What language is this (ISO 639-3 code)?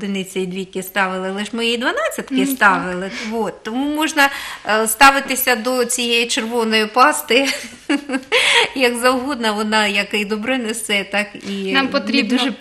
ukr